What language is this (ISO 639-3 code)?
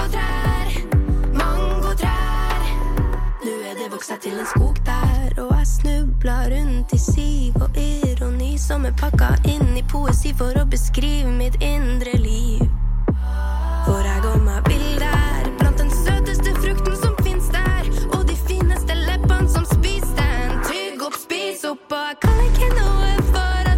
nor